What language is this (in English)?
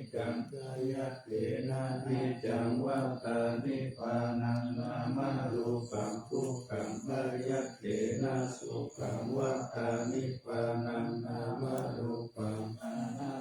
Pali